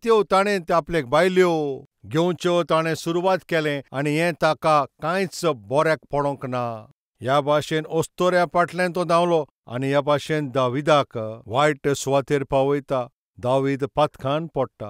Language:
Konkani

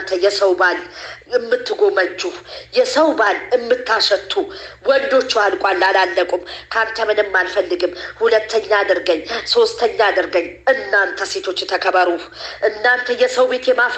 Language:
Amharic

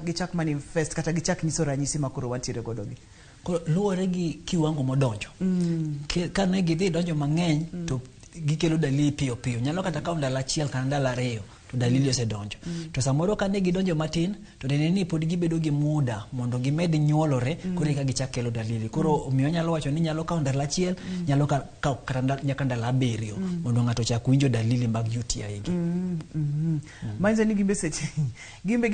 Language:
Luo (Kenya and Tanzania)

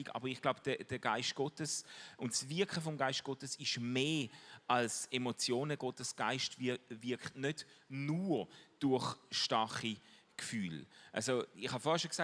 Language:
Swiss German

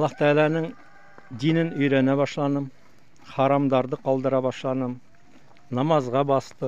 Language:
Bashkir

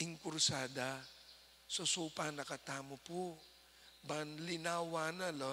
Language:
Pampanga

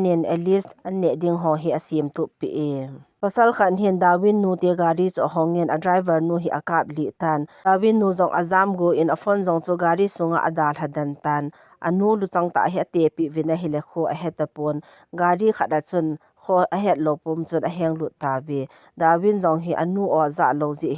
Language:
Thado Chin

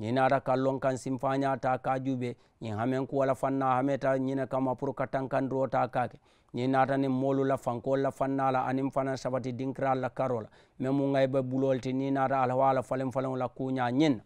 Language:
Mandingo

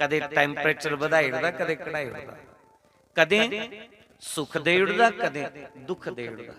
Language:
Dogri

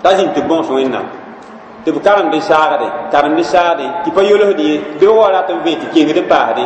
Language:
Mossi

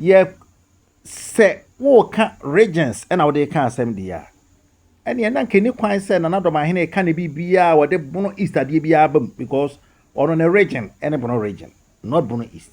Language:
Akan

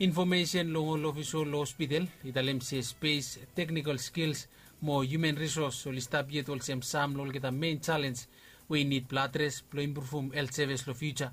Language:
Bislama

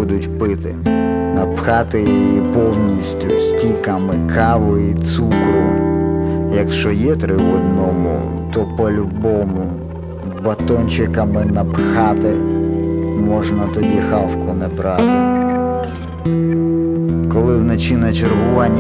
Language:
Ukrainian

